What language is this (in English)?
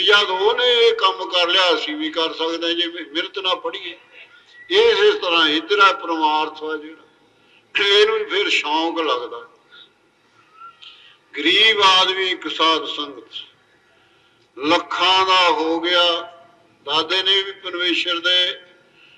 Punjabi